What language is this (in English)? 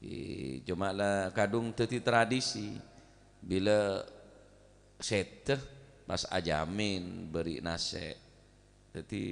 Madurese